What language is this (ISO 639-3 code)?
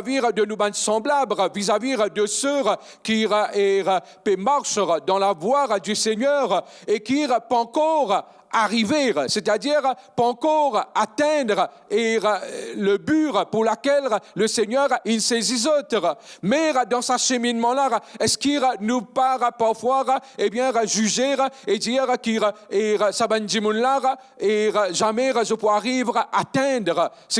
mfe